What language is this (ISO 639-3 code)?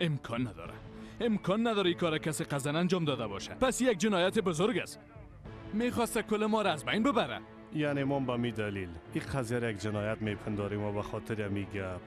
fas